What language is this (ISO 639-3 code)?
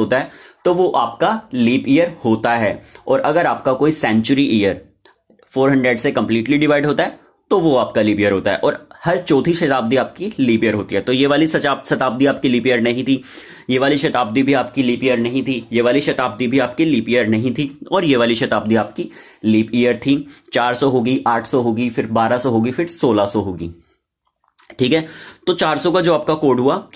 hin